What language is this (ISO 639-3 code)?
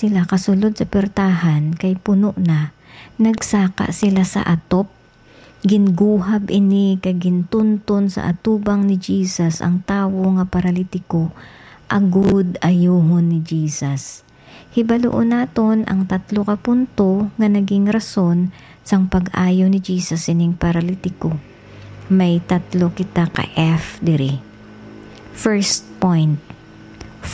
hil